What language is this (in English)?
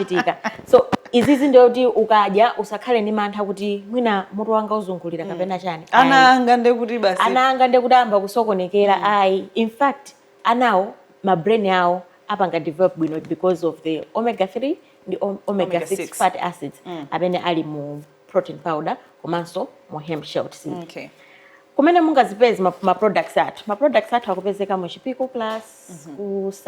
Nyanja